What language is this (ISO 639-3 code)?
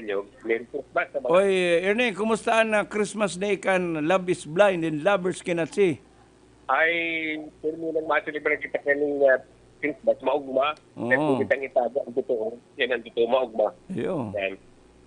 bik